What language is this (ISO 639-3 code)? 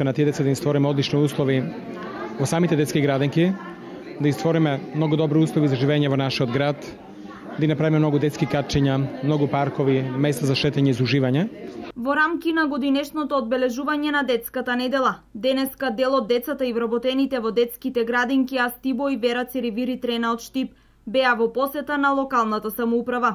mkd